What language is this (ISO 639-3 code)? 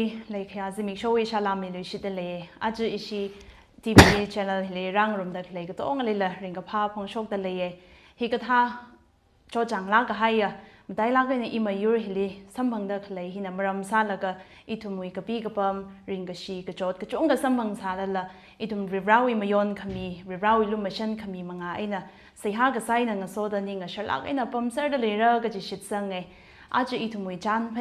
nmf